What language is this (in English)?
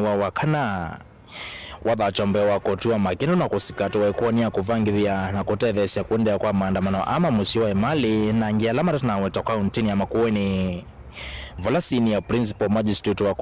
Kamba